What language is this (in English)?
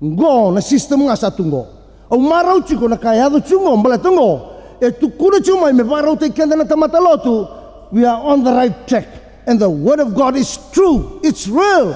Fijian